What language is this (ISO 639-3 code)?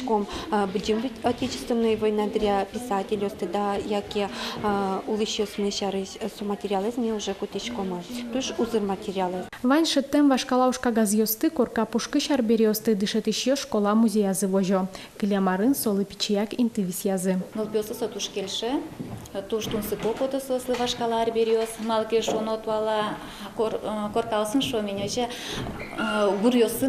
udm